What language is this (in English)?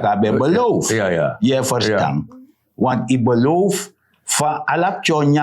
Sranan Tongo